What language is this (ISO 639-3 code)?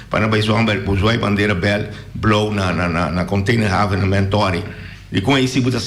pap